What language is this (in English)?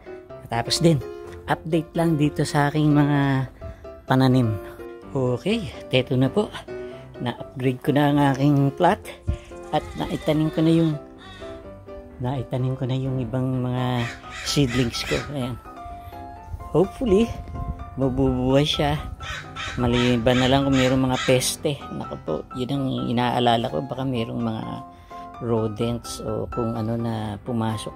Filipino